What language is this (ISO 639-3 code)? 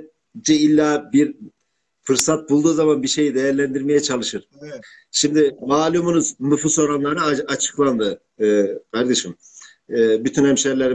tur